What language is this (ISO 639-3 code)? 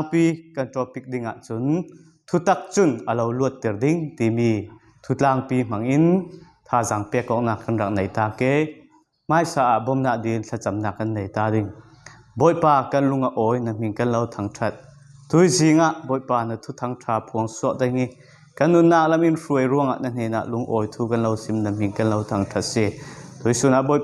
cfm